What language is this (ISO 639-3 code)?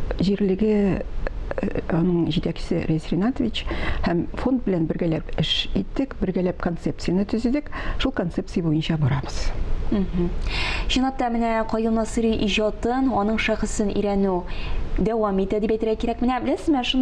tat